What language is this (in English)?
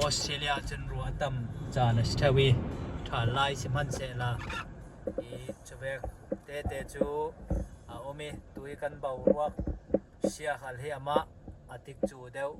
Falam Chin